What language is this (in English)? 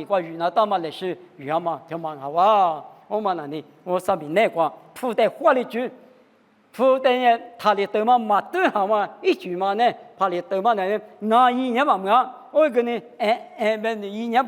Lisu